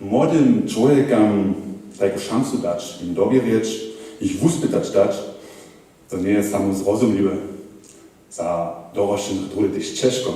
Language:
Upper Sorbian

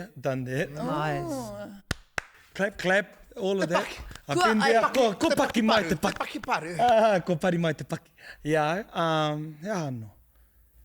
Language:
Māori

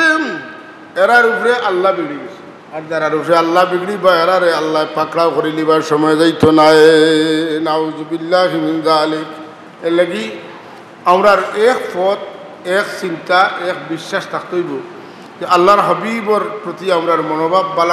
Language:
Sylheti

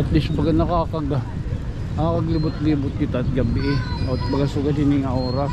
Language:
Waray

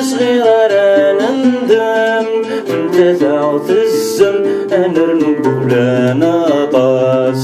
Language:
Kabyle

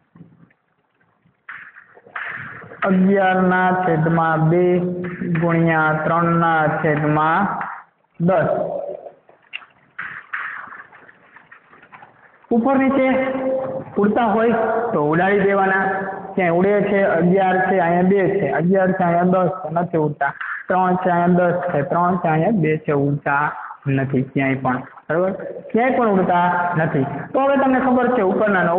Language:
Gujarati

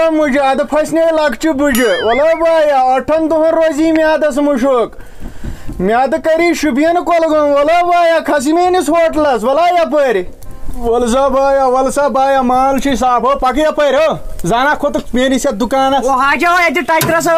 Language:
Kashmiri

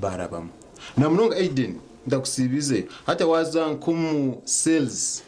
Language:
Nyankole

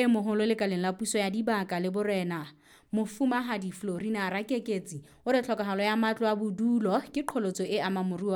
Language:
Southern Sotho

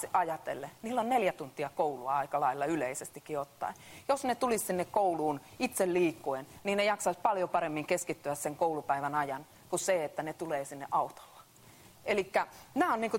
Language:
Finnish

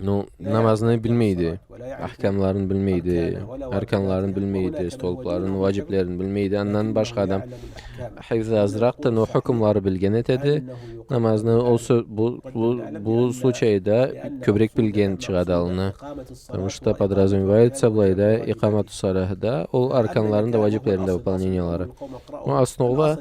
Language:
Karachay-Balkar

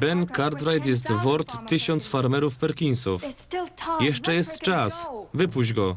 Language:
Silesian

